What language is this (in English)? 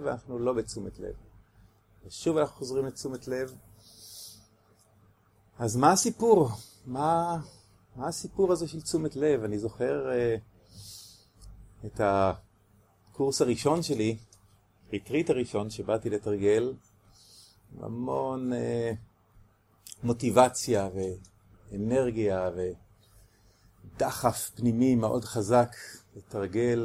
Hebrew